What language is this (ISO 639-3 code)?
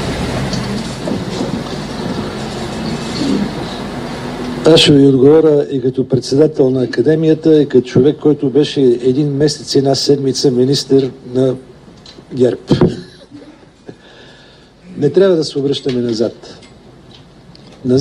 bul